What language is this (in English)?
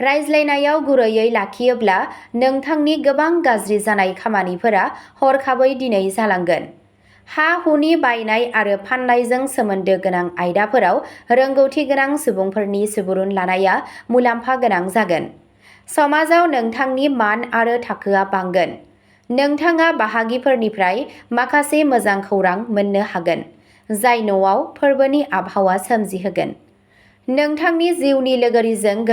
Bodo